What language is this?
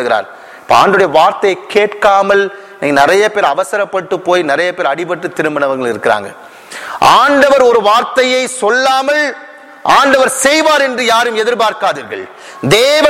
Tamil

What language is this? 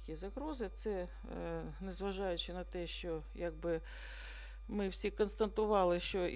Ukrainian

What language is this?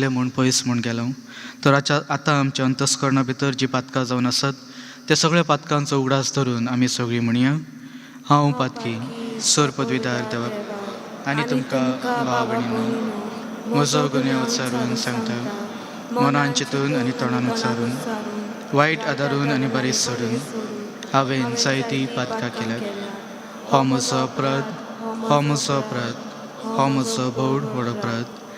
Konkani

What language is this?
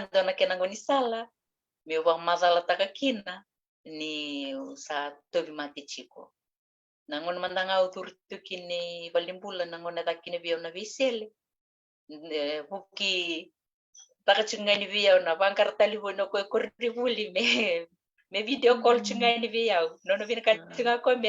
Fijian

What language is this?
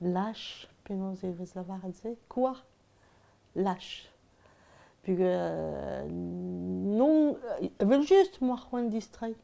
Breton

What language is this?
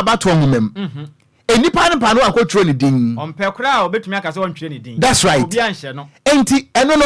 Akan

